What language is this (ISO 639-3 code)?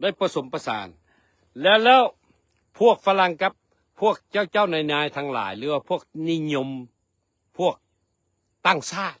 lao